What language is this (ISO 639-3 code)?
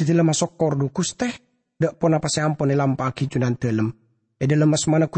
mad